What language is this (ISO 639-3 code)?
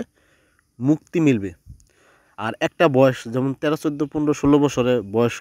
ben